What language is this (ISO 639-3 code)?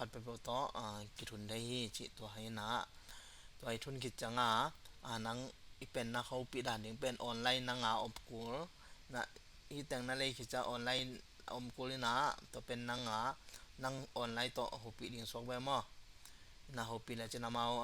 ctd